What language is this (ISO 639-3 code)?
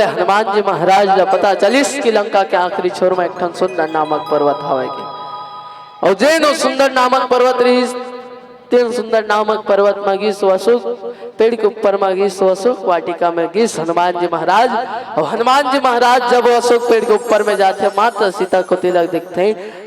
hne